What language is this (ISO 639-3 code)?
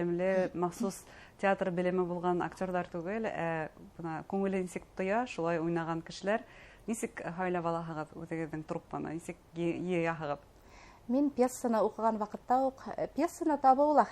bak